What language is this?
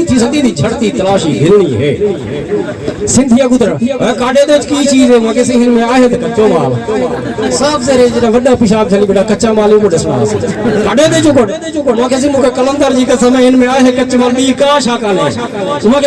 Saraiki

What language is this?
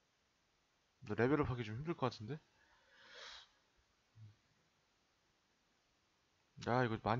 Korean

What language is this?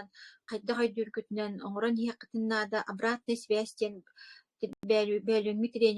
Yakut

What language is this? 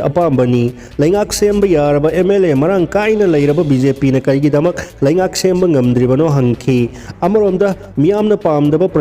Manipuri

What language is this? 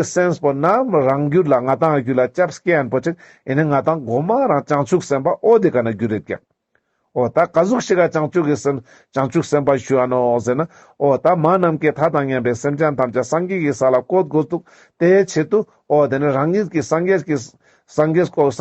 Ladakhi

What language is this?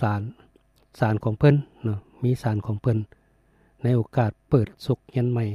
Lao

